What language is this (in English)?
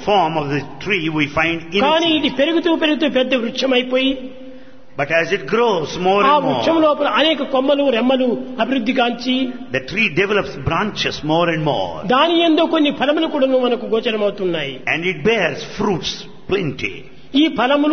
Telugu